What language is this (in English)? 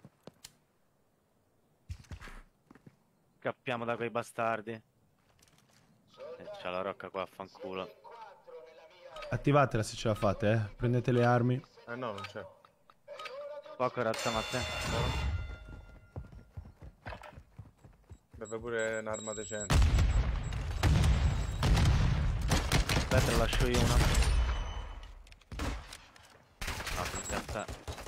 Italian